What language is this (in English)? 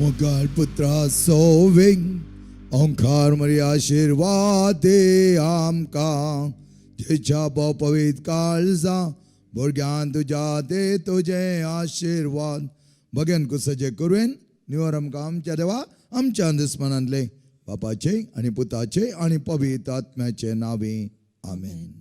Konkani